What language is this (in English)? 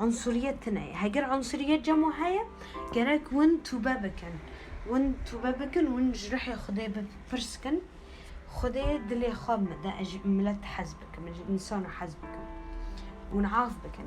Kurdish